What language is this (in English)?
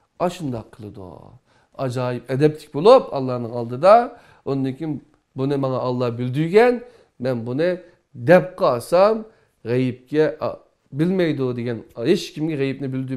Uyghur